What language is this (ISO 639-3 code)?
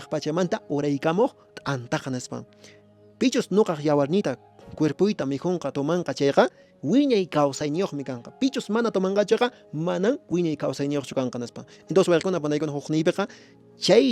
que